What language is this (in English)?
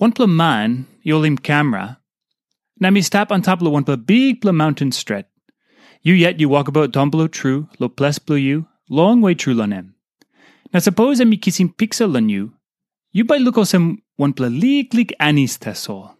Tok Pisin